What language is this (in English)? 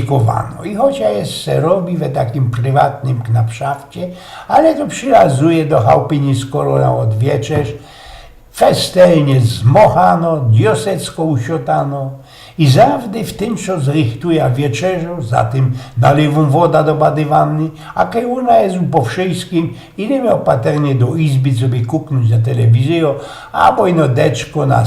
Silesian